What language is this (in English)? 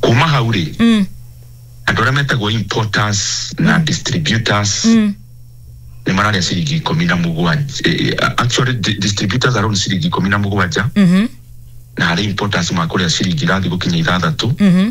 Kikuyu